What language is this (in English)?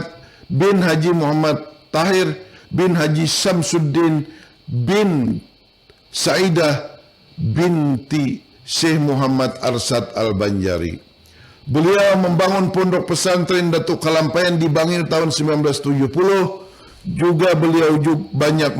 Banjar